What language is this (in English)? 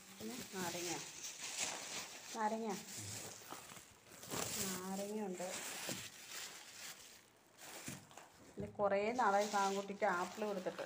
Malayalam